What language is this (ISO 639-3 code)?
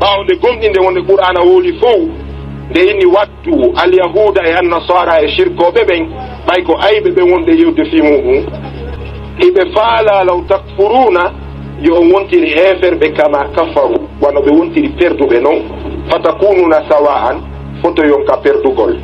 ful